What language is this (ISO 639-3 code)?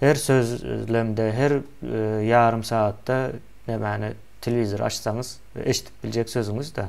tuk